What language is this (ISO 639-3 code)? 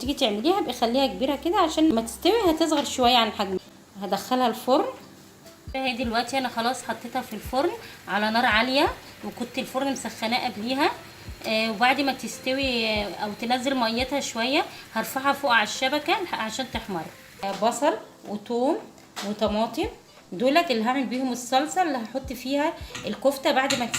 arz